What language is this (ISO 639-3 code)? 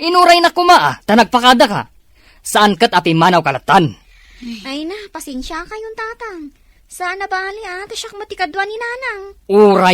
ilo